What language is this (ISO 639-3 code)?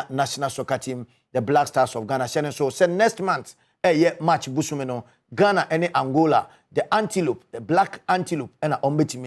aka